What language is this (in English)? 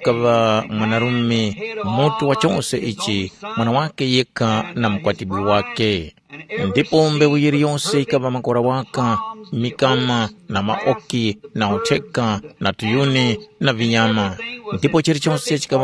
Tumbuka